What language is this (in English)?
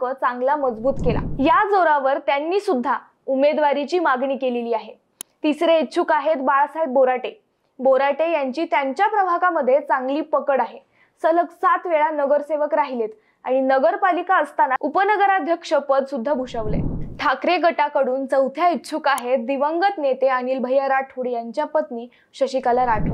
Marathi